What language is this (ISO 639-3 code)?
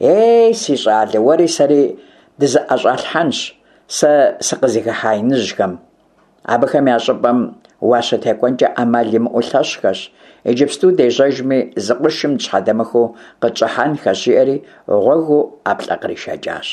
kbd